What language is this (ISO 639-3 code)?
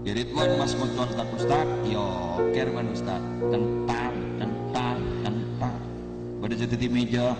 mad